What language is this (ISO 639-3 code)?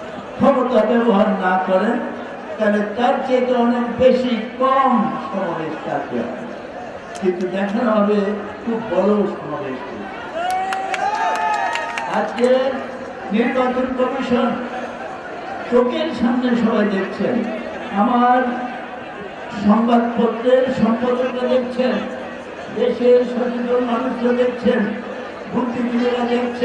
ben